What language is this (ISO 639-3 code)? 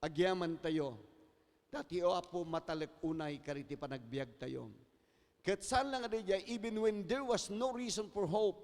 ilo